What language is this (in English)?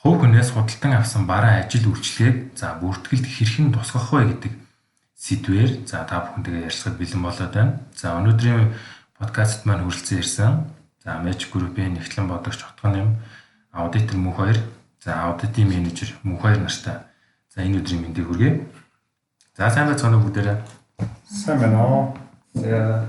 Mongolian